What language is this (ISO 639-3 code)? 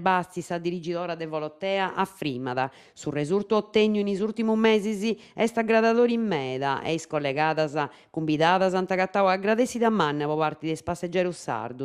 srd